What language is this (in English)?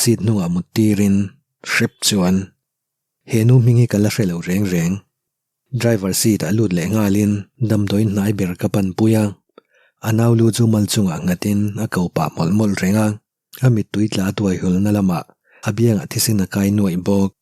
Mizo